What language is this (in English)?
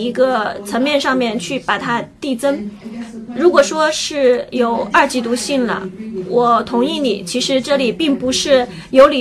Chinese